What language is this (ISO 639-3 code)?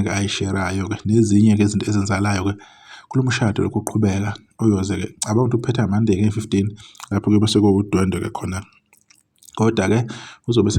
zul